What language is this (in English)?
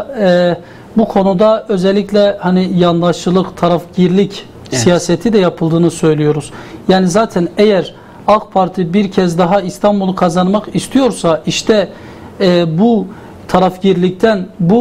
Turkish